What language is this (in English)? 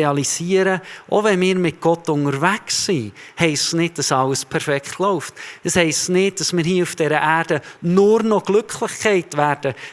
Swiss German